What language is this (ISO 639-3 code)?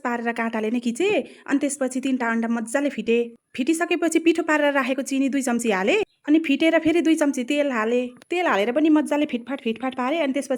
nep